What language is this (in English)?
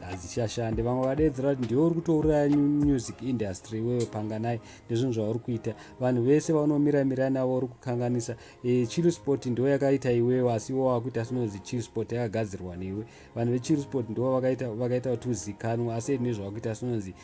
Shona